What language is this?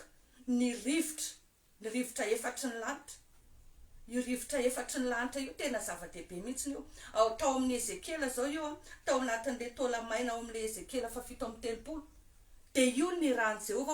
Malagasy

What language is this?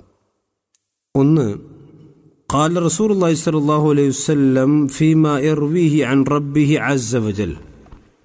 Malayalam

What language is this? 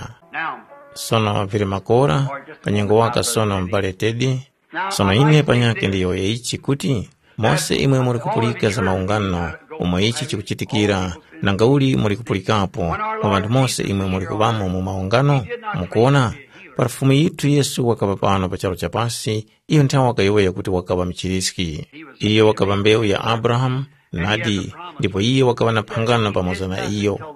Tumbuka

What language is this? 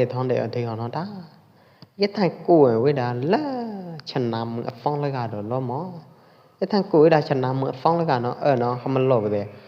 Pwo Eastern Karen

